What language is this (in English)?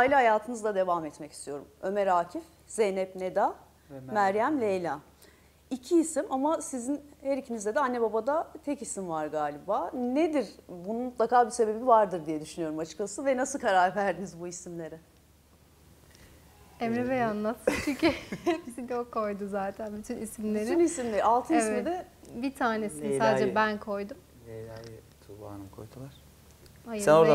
Turkish